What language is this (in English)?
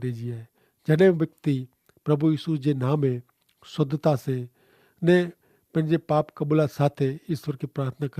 Kachhi